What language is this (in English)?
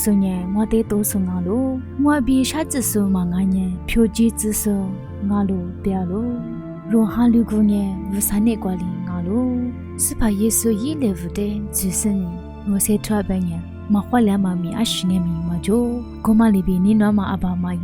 Lisu